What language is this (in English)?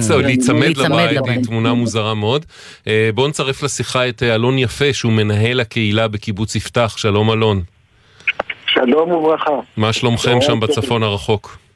Hebrew